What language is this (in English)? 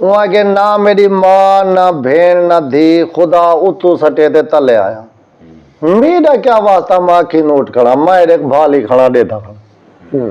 Saraiki